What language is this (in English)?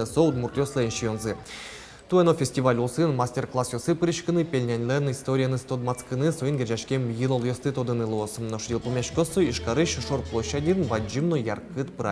Udmurt